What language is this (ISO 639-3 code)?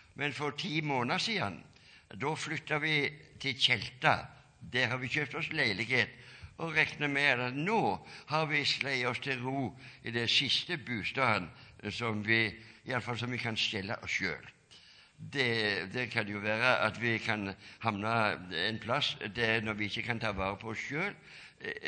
nor